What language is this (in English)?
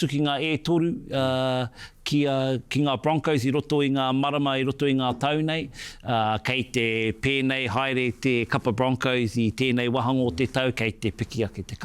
Māori